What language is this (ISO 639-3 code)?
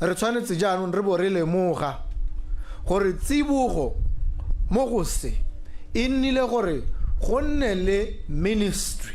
tsn